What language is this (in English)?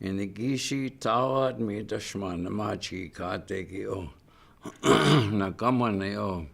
Chippewa